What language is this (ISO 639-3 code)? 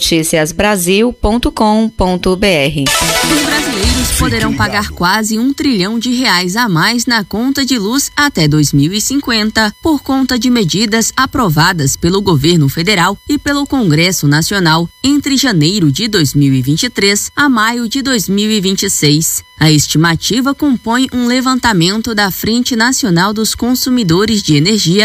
por